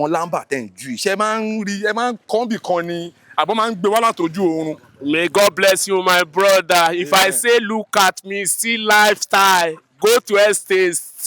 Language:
Yoruba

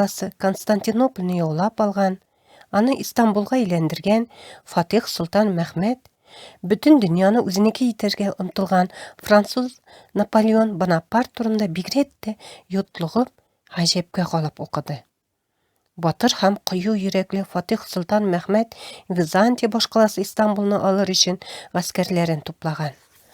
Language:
Tatar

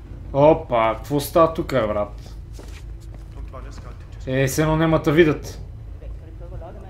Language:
Bulgarian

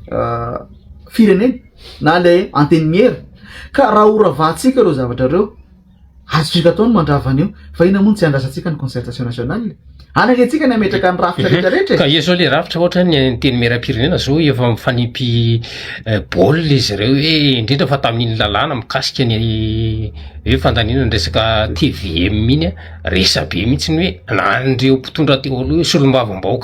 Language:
Malagasy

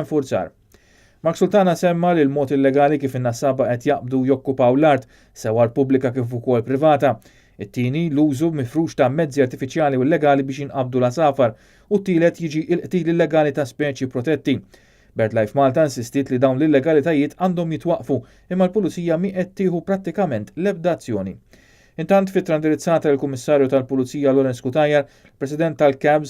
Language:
Maltese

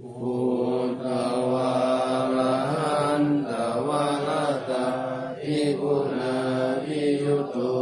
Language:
Pali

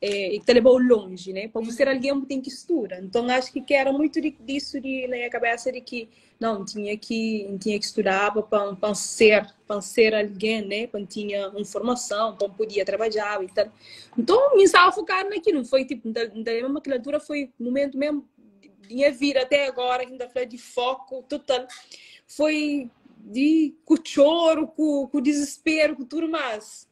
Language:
Kabuverdianu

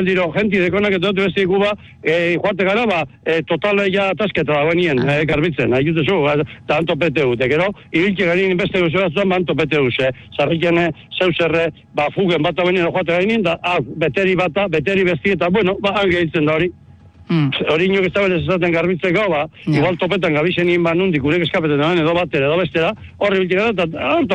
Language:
Basque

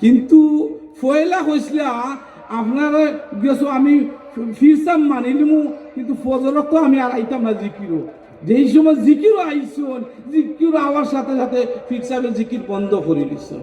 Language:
Sylheti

